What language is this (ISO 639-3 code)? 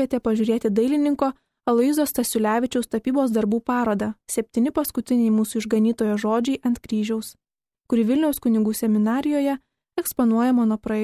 lit